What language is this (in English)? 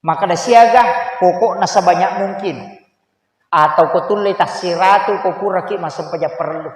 Buginese